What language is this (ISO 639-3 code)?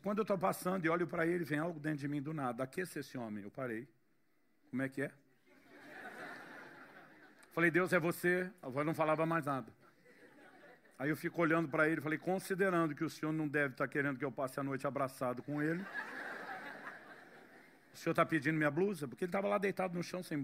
por